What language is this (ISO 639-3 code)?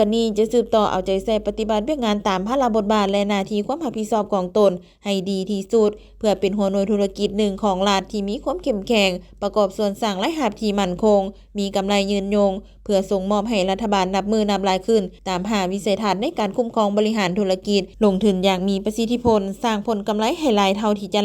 lao